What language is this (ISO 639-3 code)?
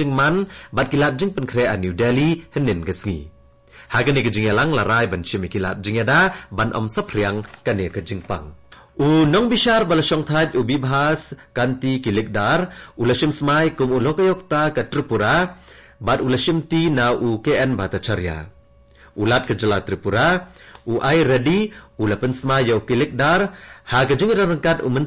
kha